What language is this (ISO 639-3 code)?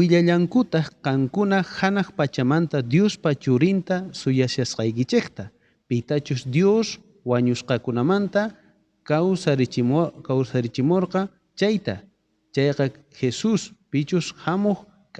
quh